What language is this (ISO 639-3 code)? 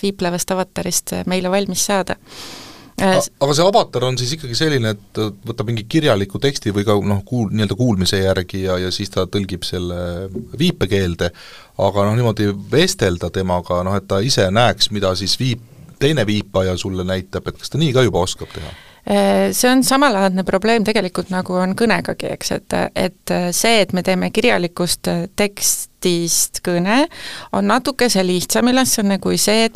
est